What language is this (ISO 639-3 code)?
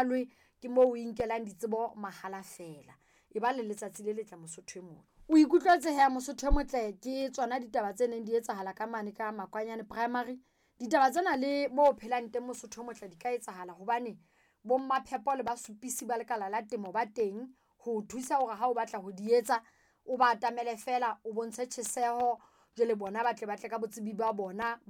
sot